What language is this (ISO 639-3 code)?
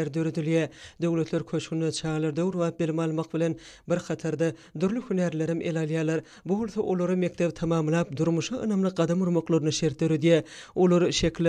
tuk